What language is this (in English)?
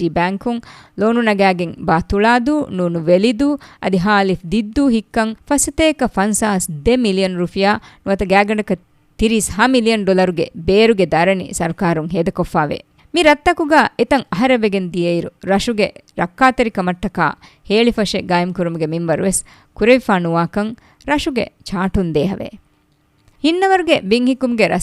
Divehi